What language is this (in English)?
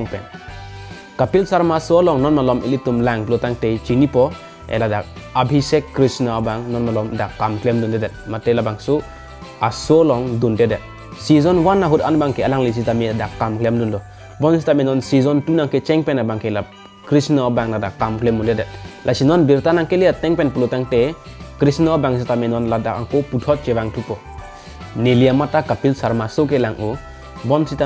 Karbi